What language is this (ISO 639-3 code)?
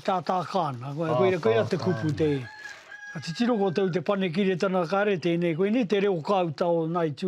mri